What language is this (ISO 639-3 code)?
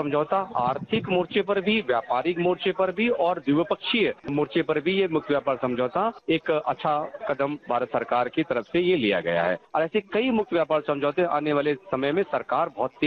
hin